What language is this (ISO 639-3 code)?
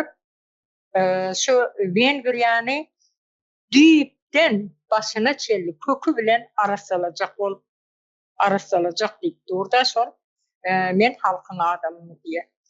tuk